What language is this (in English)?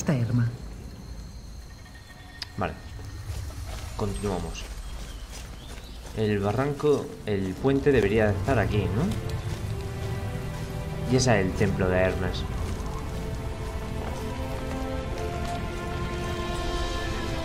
Spanish